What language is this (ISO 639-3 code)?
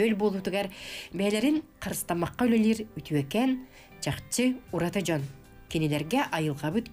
sah